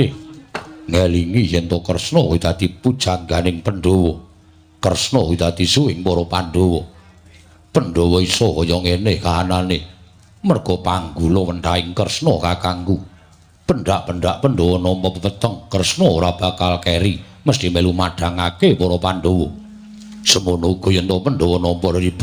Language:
Javanese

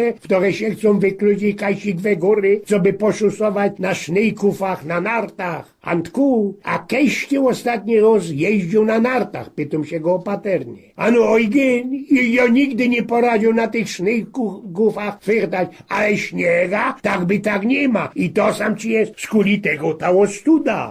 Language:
Silesian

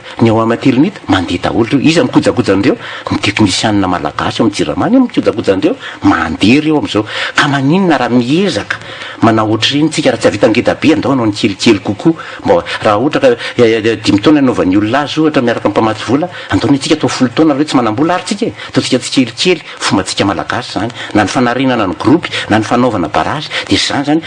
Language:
Malagasy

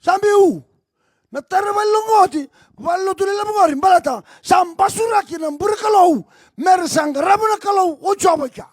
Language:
Fijian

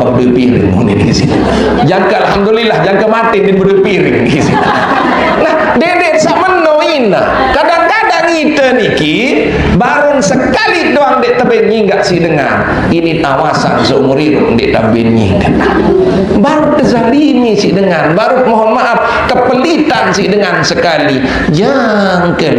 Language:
Sasak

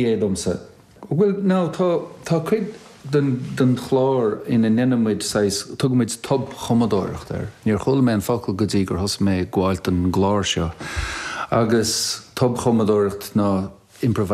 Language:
Irish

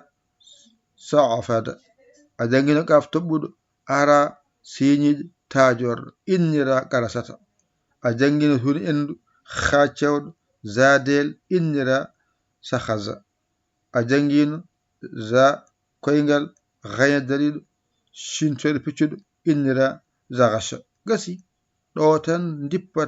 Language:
Fula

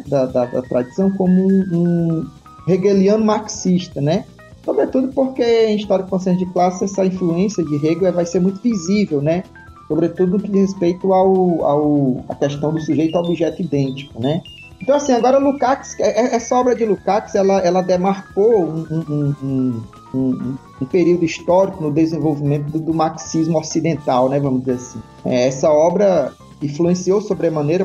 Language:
Portuguese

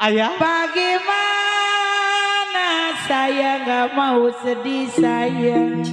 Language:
Betawi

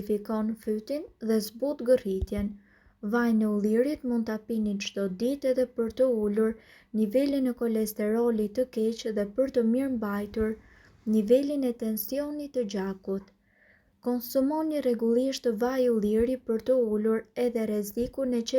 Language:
Albanian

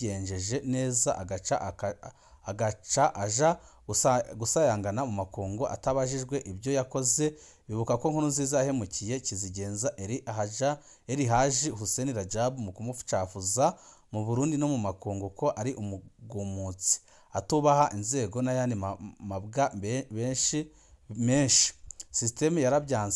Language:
Rundi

